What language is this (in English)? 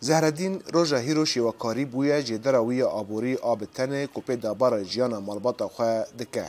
Kurdish